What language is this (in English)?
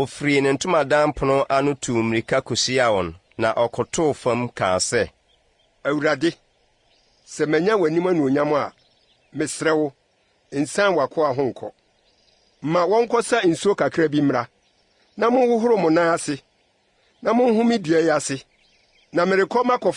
Akan